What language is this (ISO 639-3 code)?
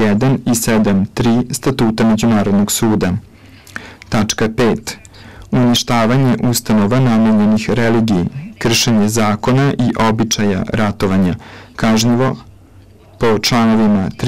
srp